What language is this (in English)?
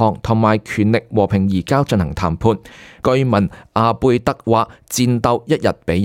Cantonese